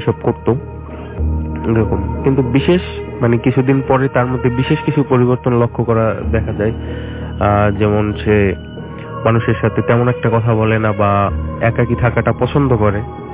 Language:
Bangla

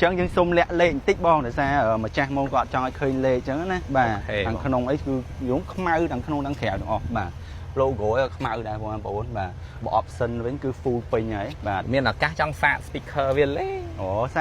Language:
Khmer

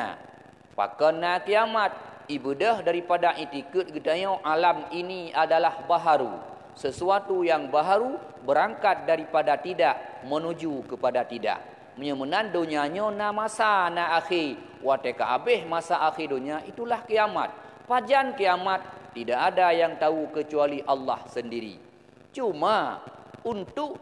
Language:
Achinese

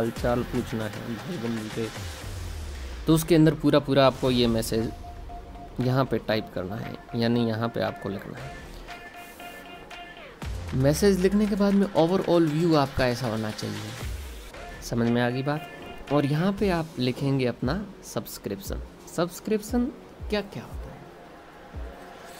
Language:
Hindi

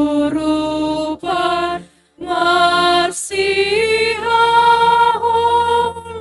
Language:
Batak Simalungun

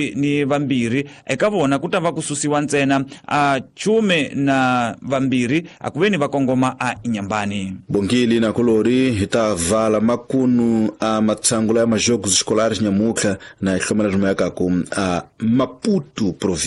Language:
Tsonga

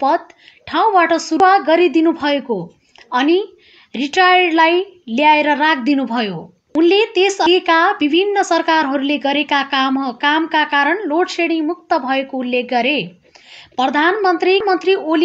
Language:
Nepali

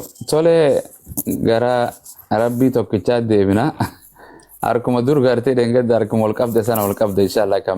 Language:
Oromo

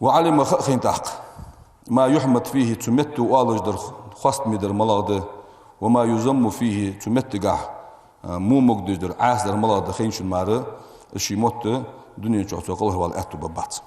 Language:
Ingush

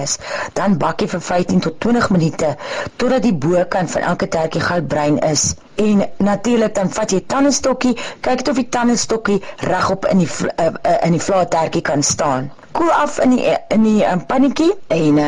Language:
Afrikaans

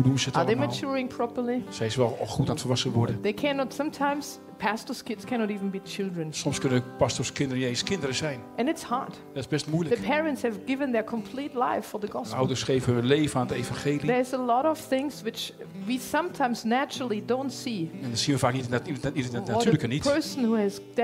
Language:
Dutch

